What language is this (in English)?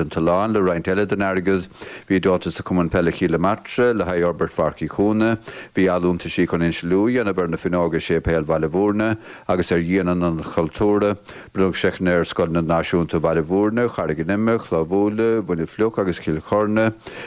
Irish